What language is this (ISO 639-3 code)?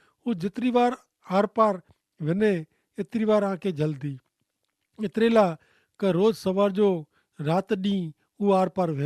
kfr